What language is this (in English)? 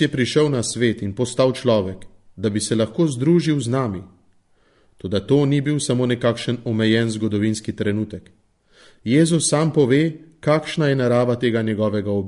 Slovenian